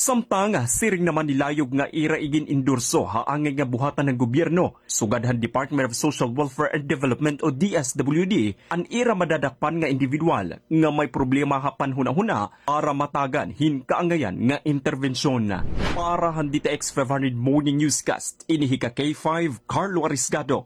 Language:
Waray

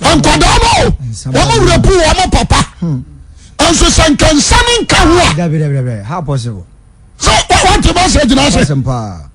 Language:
Akan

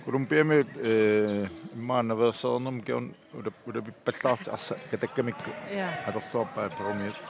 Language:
Kalaallisut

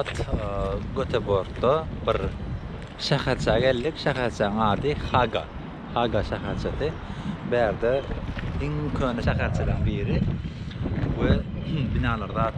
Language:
Turkmen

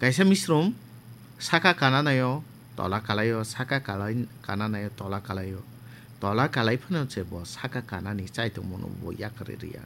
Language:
Kok Borok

